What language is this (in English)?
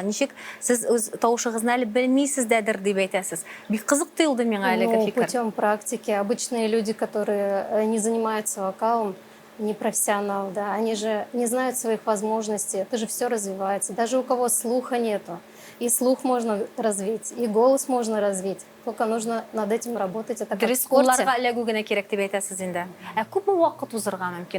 Tatar